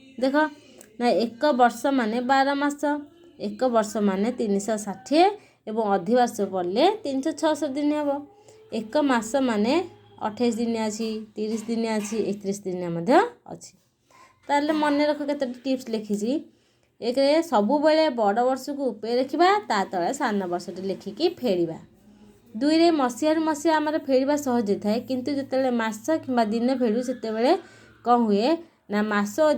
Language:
Odia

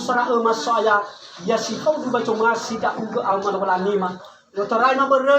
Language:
Nias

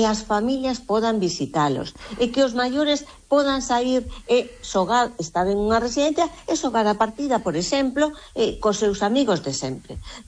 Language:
Galician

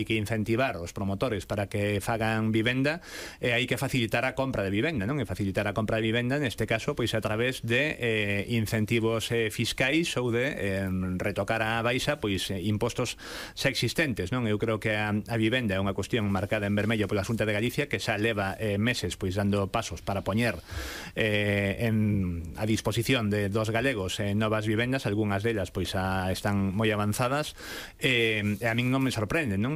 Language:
Galician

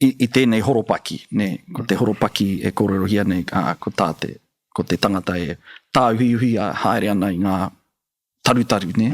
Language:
Māori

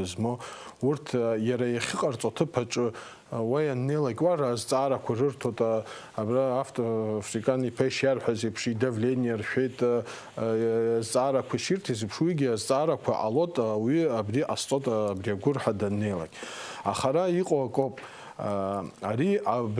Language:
Abkhazian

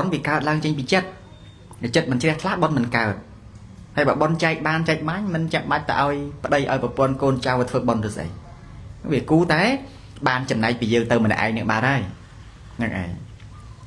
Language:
Khmer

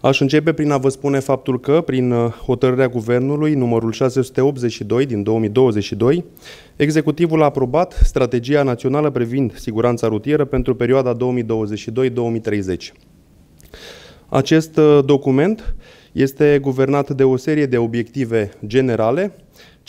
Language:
Romanian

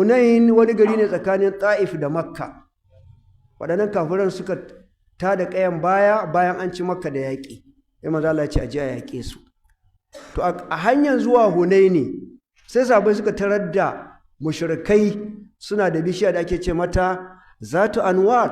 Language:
Hausa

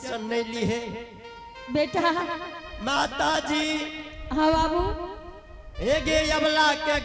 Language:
Angika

